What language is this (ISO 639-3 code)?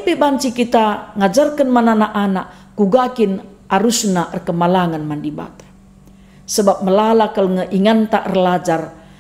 btx